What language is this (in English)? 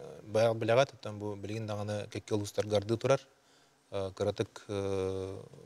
Yakut